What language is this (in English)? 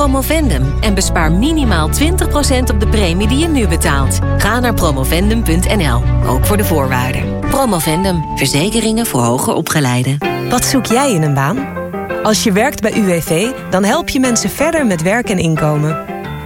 Dutch